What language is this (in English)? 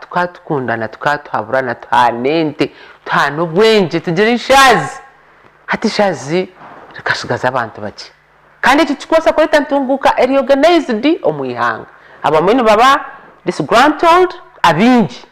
Nyankole